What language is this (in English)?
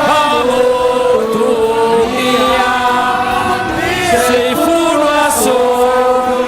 Tetum